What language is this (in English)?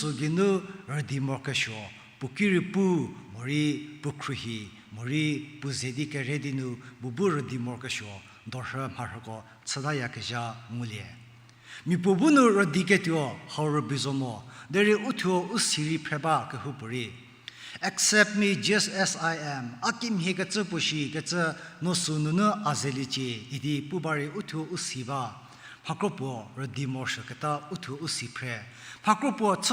Angami Naga